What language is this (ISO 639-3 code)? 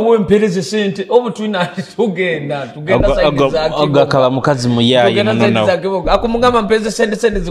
nyo